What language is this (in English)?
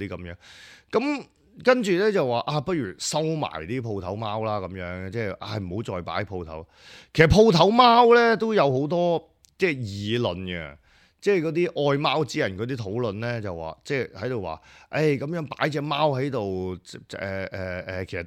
Cantonese